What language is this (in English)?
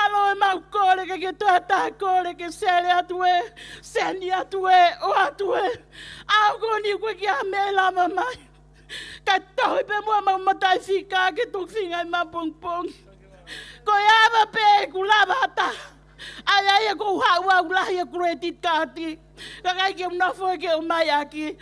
Tongan